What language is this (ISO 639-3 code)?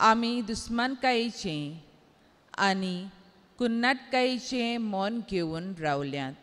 kok